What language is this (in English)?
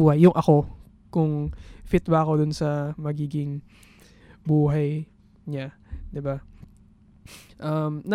Filipino